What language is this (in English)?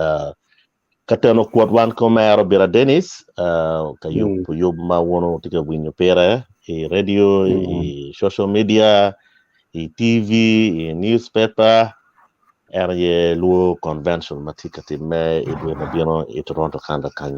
Acoli